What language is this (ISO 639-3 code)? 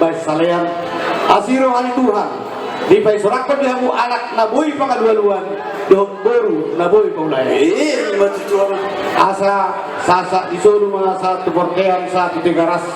bbc